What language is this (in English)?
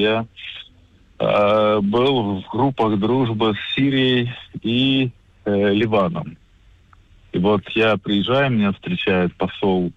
Russian